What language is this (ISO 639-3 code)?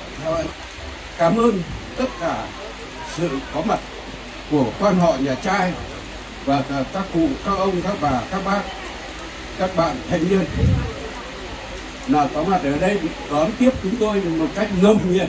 vie